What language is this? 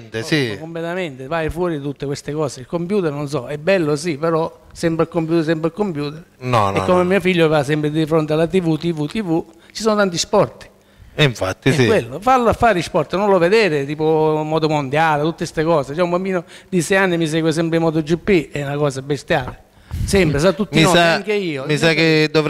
Italian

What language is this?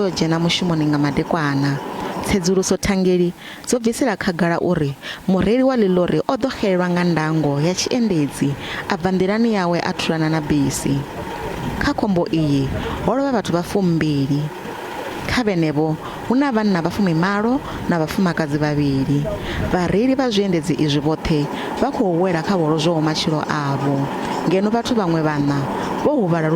Venda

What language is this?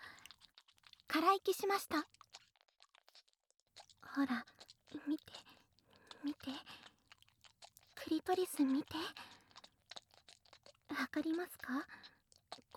Japanese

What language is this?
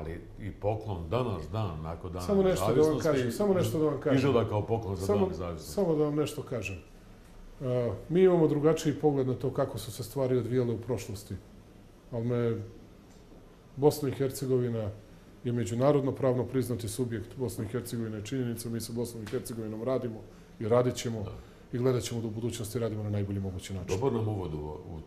Serbian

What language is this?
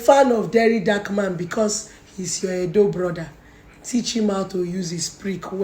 Nigerian Pidgin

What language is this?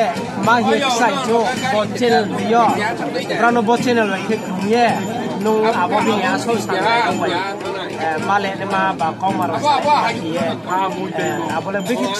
Riang (India)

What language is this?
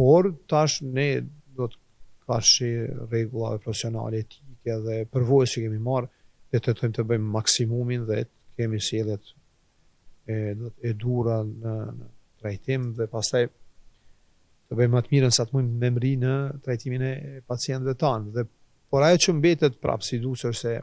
Albanian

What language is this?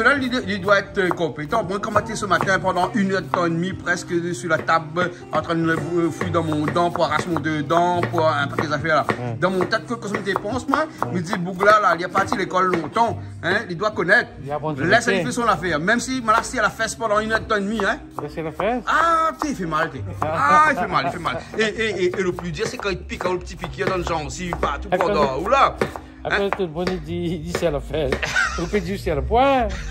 Réunion Creole French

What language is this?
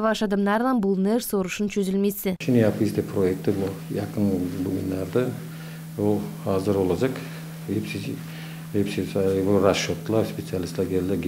Gagauz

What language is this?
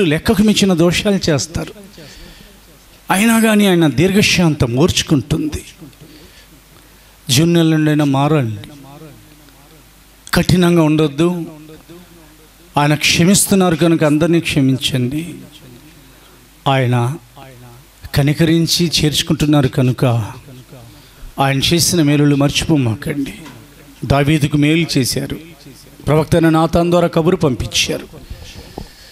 Telugu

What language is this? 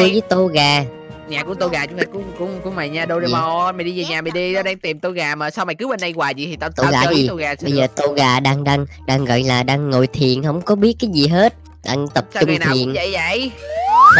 Vietnamese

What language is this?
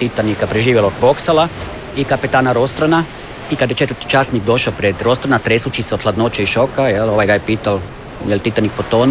Croatian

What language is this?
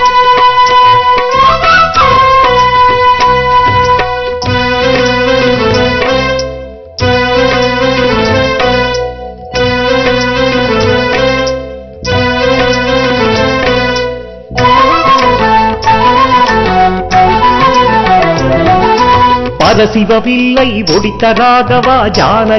Tamil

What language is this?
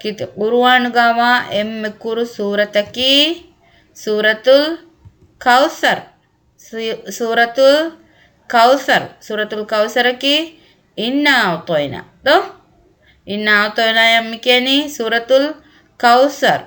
Divehi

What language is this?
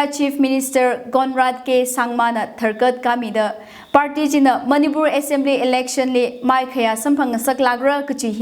Tangkhul Naga (India)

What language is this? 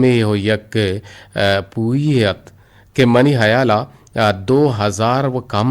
Eastern Balochi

